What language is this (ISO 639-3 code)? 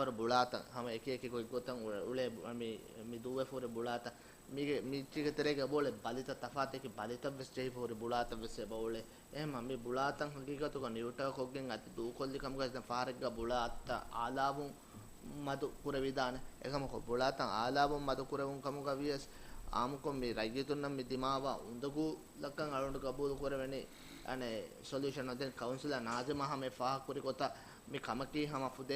div